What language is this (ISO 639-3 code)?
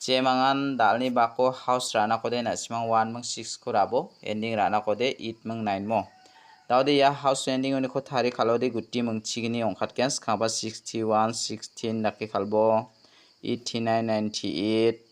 grt